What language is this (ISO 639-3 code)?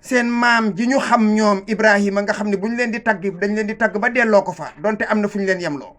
wol